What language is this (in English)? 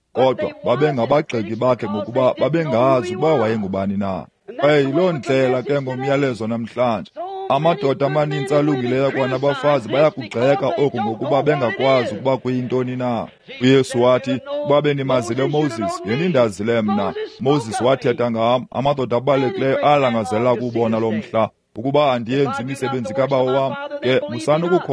Xhosa